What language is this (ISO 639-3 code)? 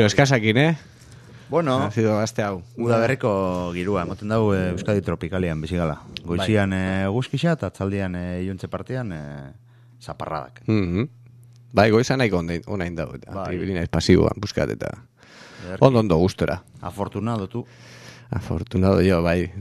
eus